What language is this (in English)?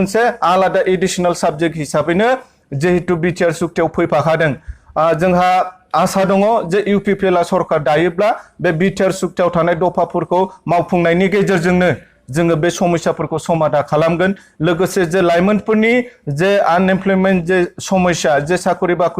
Bodo